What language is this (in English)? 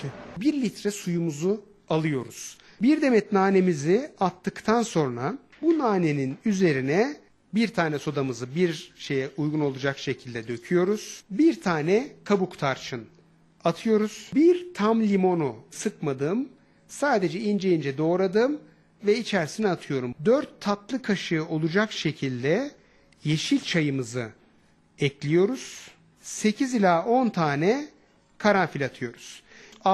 Turkish